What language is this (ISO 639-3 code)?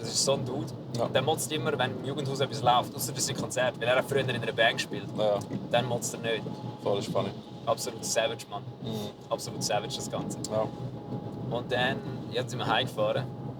gsw